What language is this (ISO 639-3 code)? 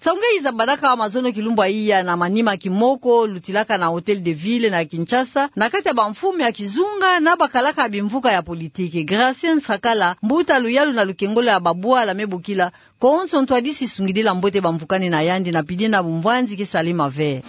ktu